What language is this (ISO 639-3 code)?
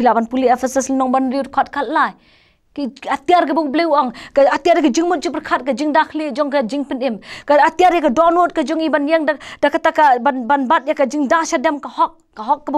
kha